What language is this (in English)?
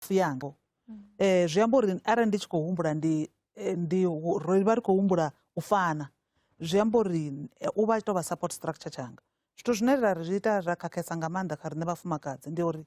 Venda